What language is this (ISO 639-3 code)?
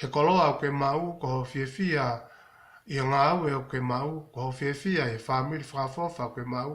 ton